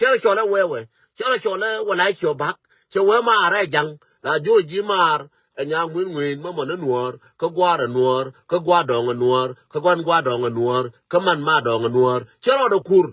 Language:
Nuer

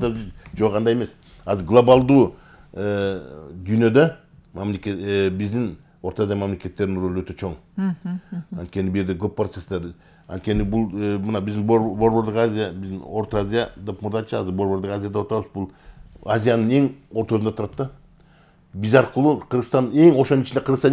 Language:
Kyrgyz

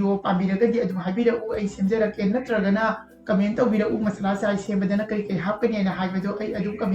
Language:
Manipuri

